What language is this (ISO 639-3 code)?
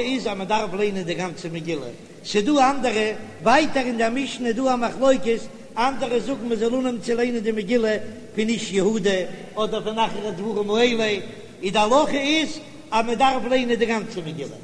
yid